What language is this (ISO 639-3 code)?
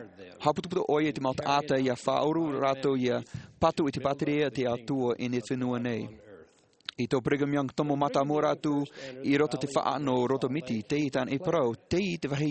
tah